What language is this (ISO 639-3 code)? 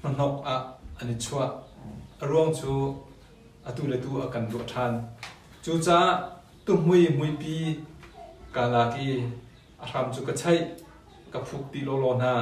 cnh